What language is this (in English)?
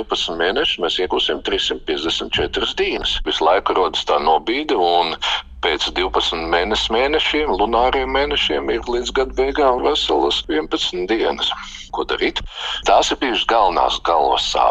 Latvian